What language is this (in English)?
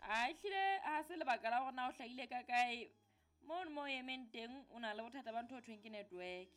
Southern Sotho